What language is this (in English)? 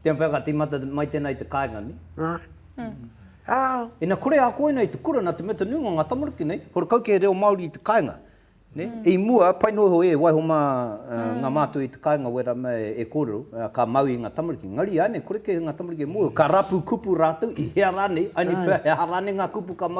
Māori